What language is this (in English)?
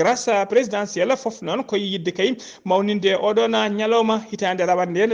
Fula